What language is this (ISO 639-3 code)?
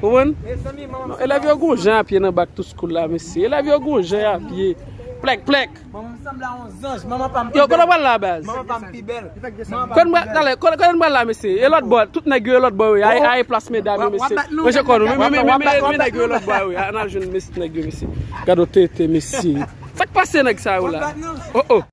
hat